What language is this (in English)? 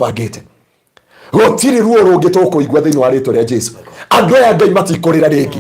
Kikuyu